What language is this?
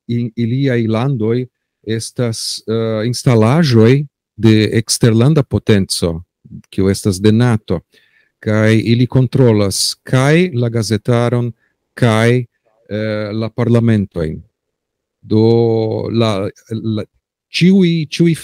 Esperanto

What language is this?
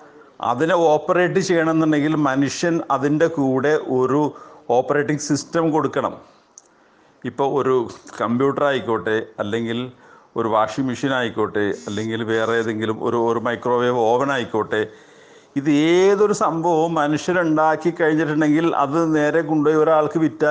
Malayalam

